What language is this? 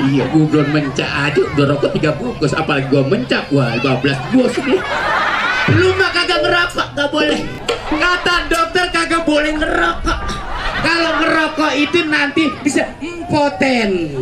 Betawi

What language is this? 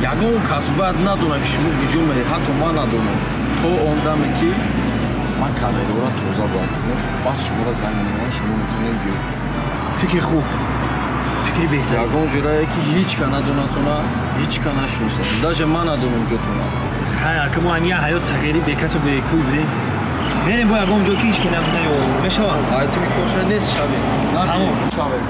Tajik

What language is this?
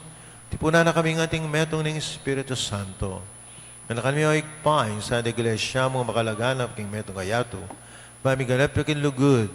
Pampanga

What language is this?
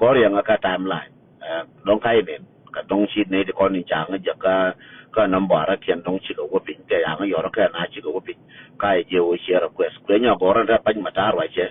Nuer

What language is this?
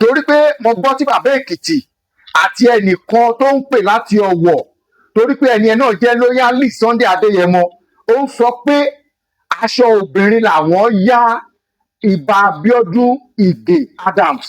Yoruba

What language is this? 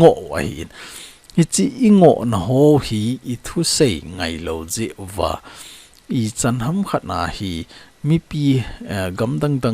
Thado Chin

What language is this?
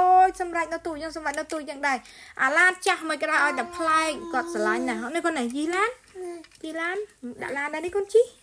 Khmer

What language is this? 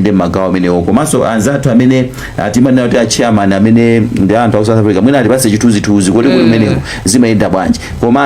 Nyanja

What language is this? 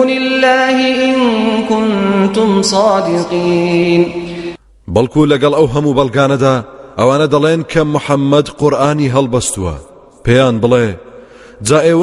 Central Kurdish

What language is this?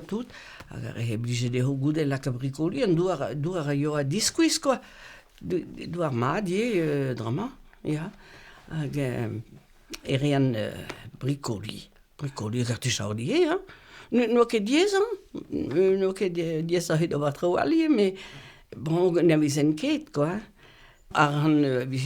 Breton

